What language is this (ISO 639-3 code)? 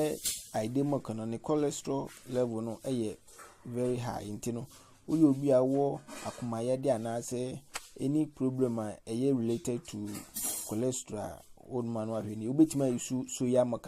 aka